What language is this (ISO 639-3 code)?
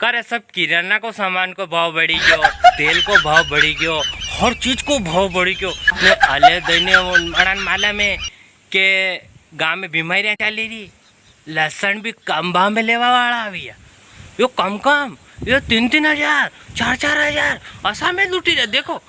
raj